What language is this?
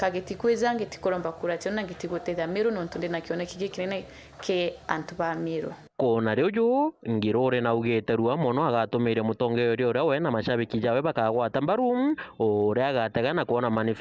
Meru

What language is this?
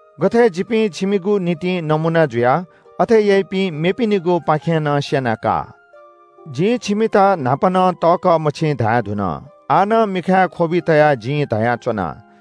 Newari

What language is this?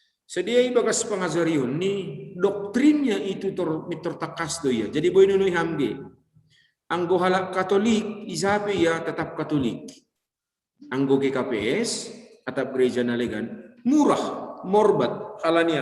Batak Simalungun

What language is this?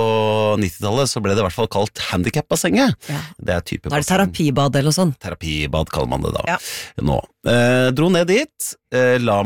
Norwegian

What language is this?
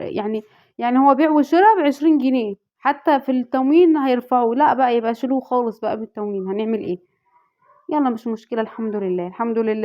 Egyptian Arabic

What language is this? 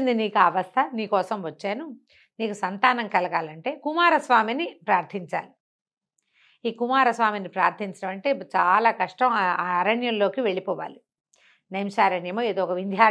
Telugu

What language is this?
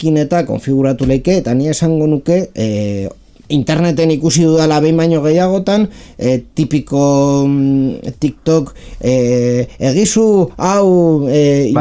Basque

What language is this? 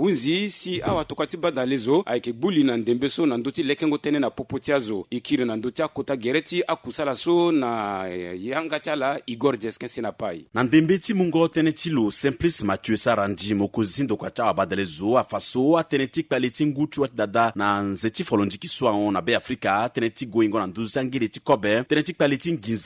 Sango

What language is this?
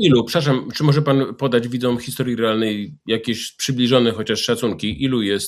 Polish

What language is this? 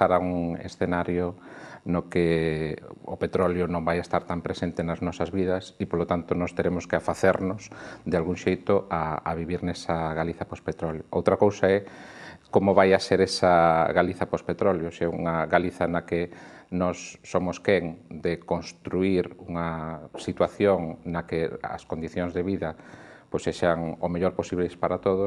Galician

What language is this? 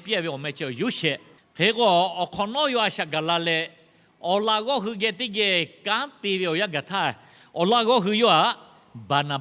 Lahu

